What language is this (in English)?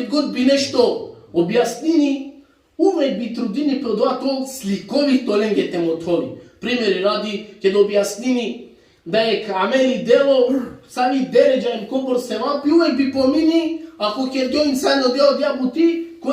Balkan Romani